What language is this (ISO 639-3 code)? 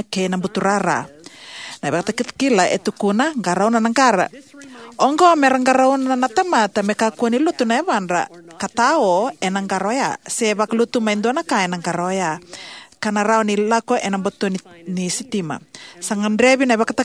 fij